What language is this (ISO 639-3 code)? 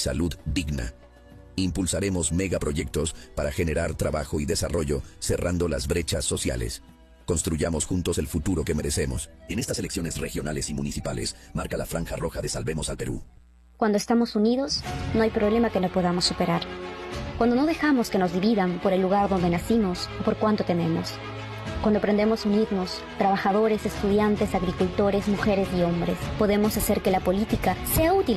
spa